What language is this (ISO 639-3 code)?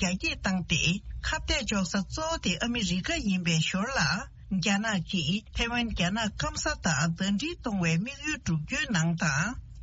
bod